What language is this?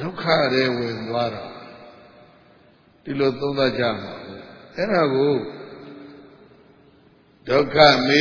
Burmese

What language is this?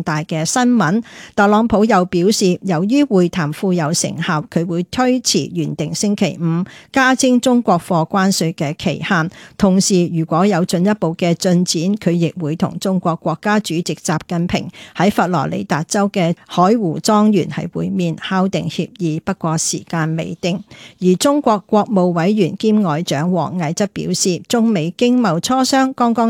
Cantonese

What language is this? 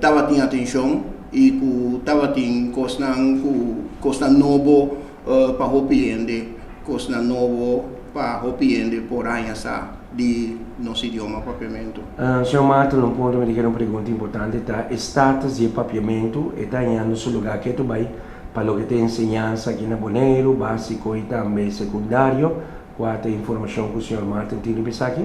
Papiamento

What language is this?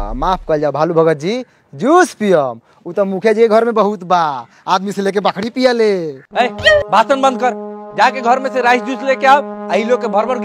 Bhojpuri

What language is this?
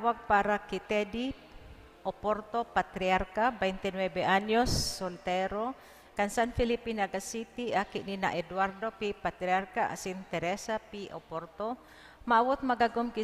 Bikol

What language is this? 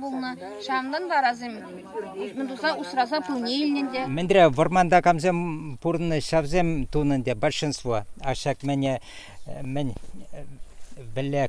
Chuvash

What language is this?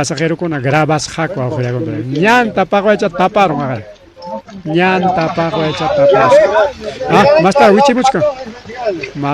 Ayacucho Quechua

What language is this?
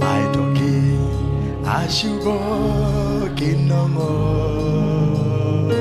Masai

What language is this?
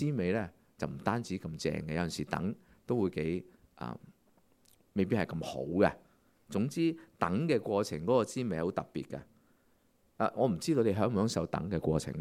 Cantonese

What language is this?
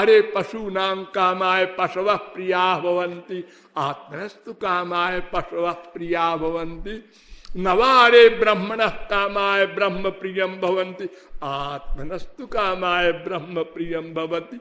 Sanskrit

